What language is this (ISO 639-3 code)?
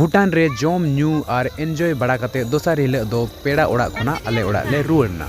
sat